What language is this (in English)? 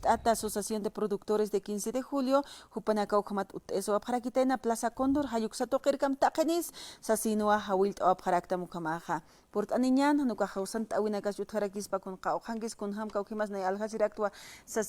Aymara